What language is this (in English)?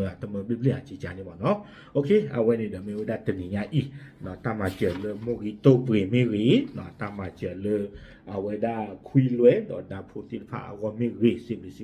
S'gaw Karen